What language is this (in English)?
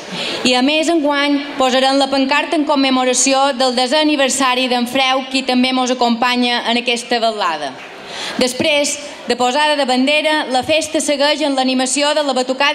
Catalan